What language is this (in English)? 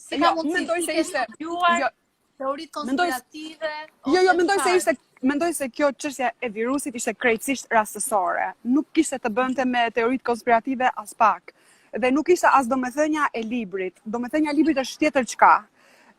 Albanian